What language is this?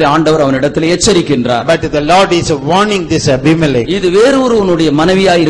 Tamil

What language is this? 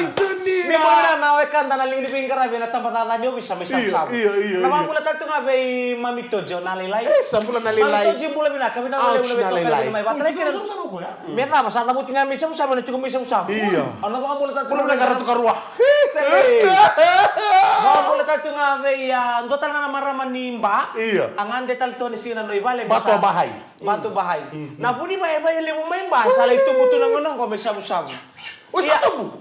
Fijian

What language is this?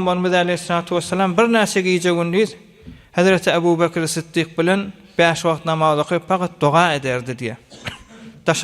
Turkmen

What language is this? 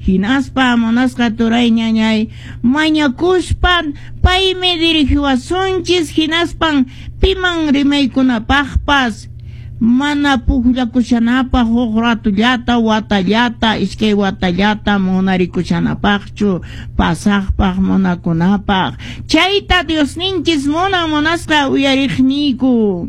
Quechua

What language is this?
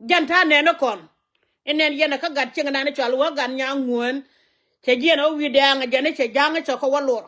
Nuer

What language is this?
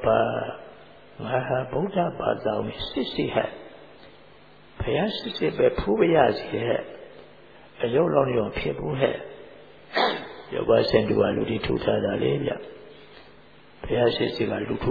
Burmese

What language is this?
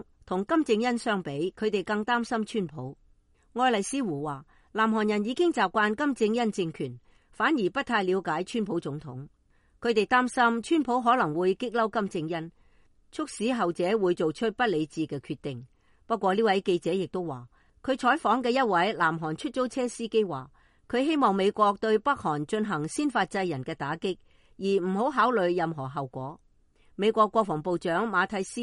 Cantonese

